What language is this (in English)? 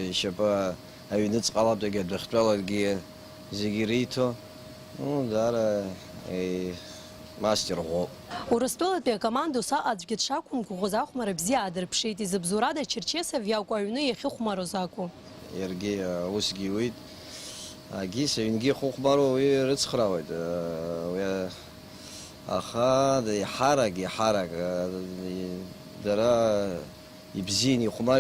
Abkhazian